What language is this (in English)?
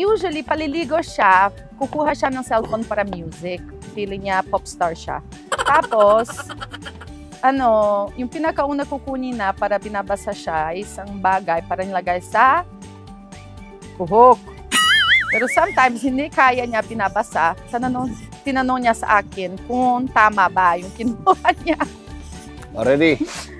Filipino